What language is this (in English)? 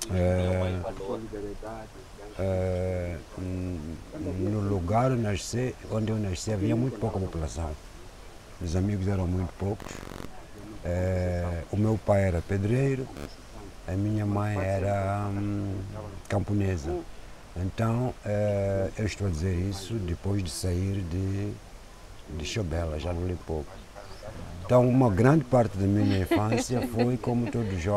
Portuguese